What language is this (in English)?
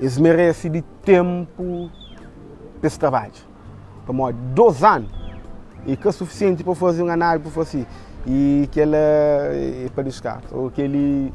Kabuverdianu